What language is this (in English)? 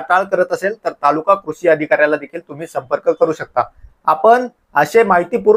Marathi